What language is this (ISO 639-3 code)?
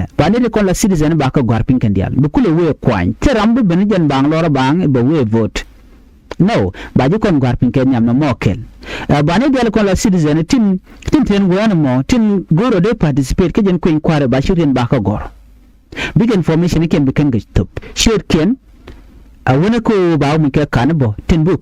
nus